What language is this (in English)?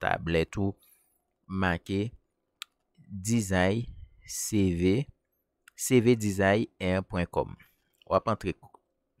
Haitian Creole